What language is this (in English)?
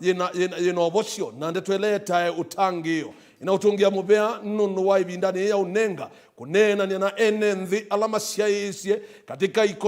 Kamba